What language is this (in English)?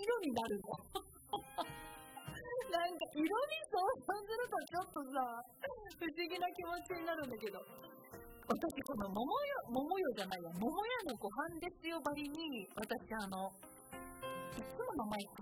Japanese